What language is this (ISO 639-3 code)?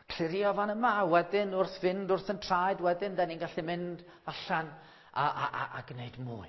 cym